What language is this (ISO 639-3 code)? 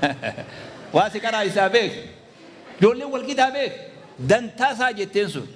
orm